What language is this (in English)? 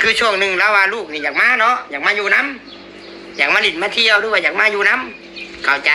Northeastern Thai